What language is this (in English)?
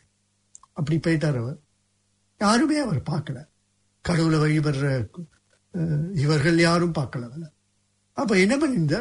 Tamil